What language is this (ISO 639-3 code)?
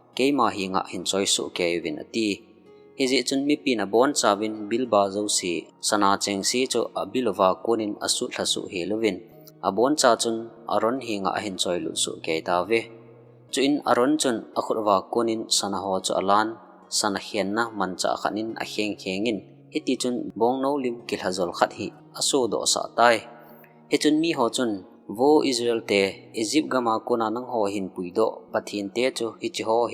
tcz